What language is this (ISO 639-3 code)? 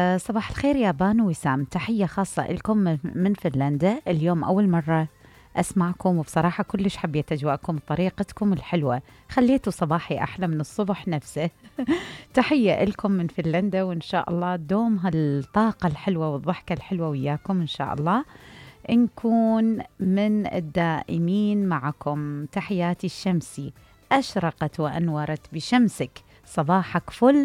acm